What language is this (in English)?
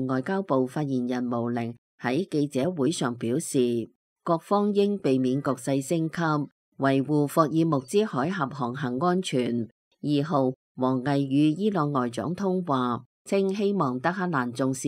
Cantonese